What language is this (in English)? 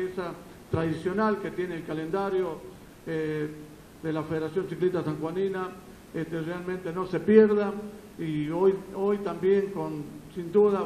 Spanish